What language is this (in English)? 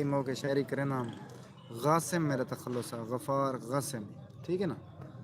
Saraiki